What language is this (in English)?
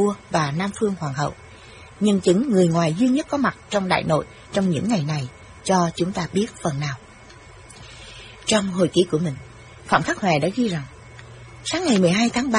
Vietnamese